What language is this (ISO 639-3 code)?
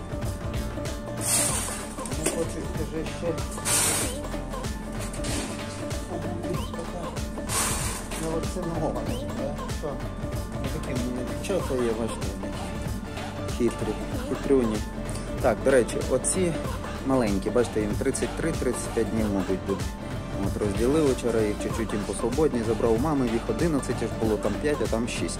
ukr